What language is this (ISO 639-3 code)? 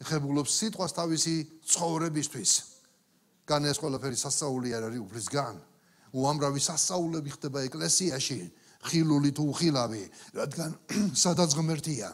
kat